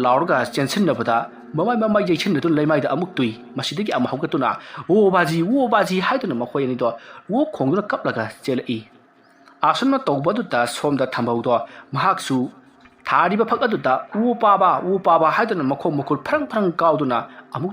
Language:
Manipuri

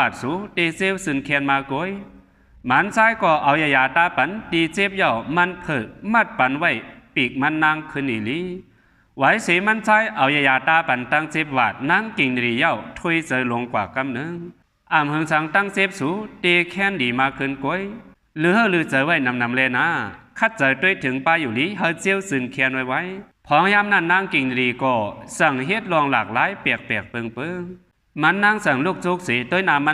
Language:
Shan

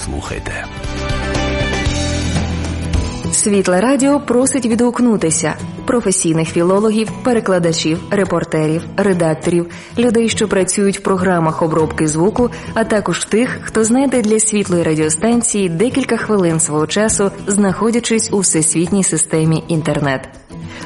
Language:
Ukrainian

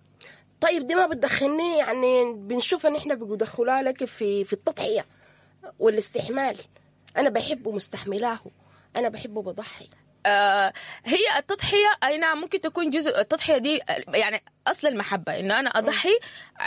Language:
Sudanese Arabic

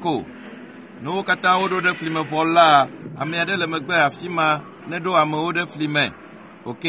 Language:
Ewe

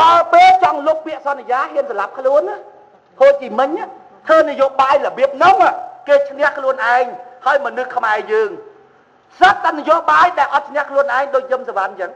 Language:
Khmer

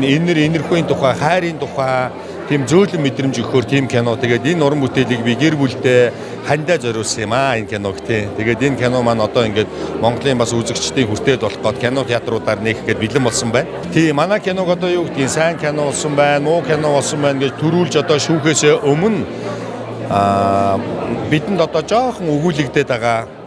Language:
Mongolian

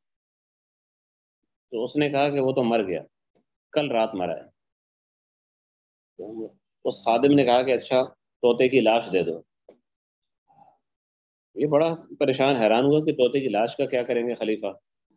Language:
Urdu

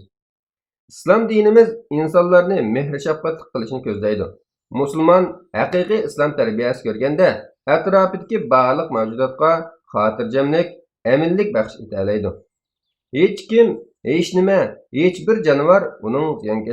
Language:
Uyghur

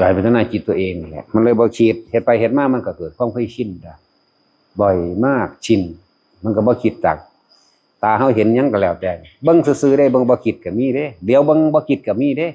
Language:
Northeastern Thai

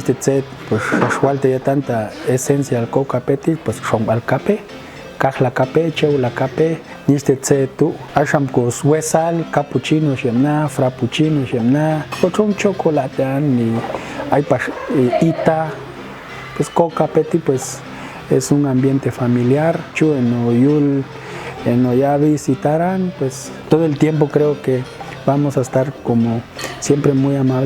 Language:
Popti'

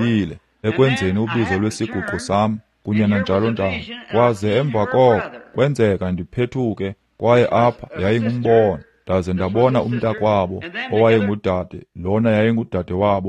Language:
Xhosa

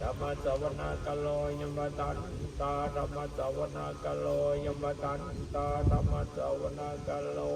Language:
Pali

